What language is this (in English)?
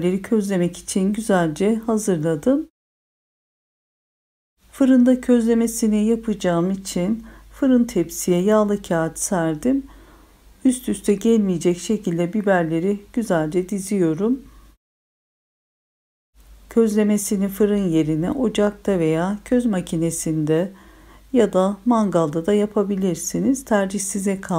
Turkish